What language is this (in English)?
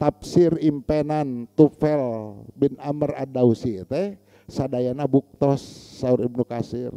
Sundanese